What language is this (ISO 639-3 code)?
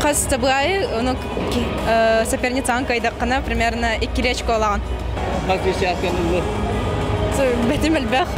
sah